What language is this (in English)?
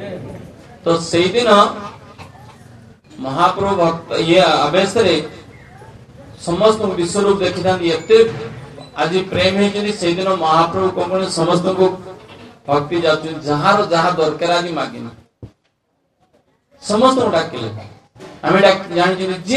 Odia